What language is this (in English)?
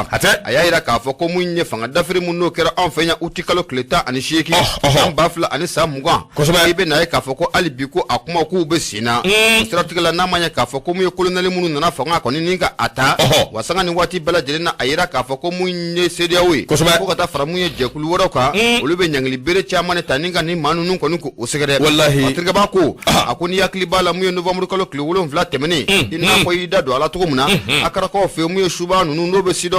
Bambara